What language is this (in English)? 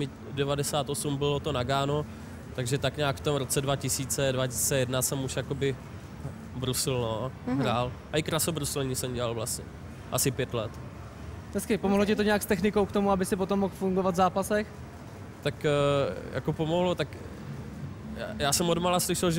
Czech